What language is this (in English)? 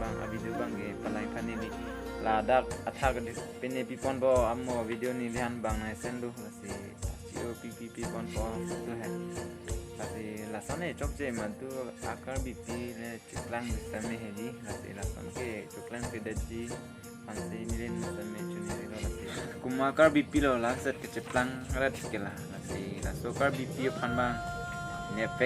Karbi